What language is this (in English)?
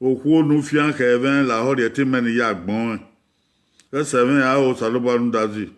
Bini